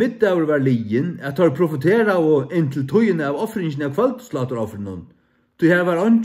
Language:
Faroese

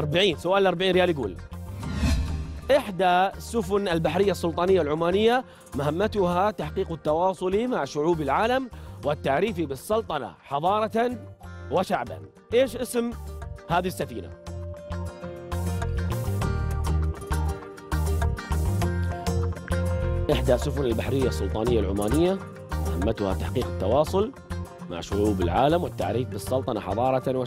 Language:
Arabic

